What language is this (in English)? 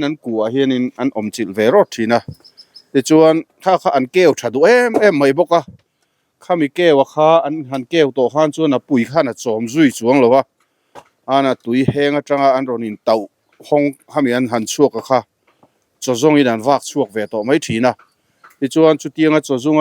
Mizo